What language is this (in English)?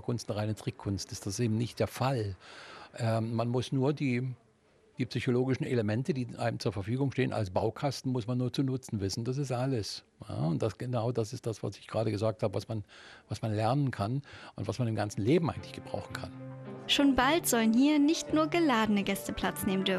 German